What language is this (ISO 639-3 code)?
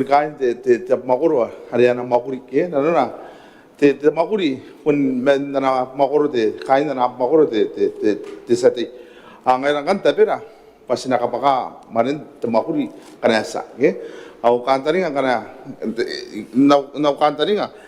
gil